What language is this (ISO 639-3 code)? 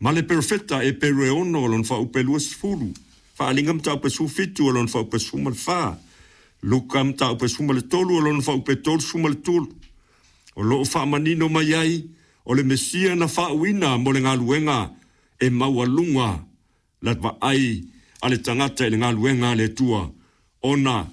smo